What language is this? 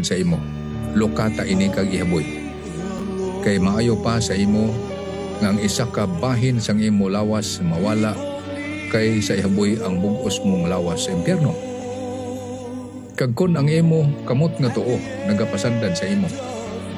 Hiligaynon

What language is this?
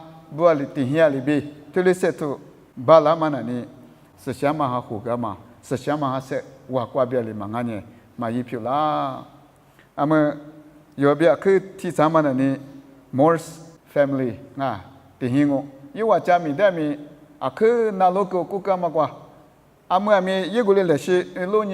Lisu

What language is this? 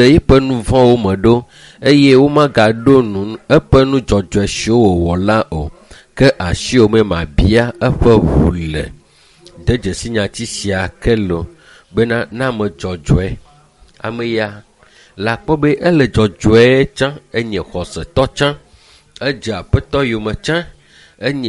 Ewe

